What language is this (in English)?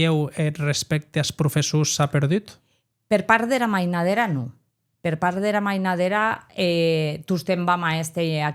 Occitan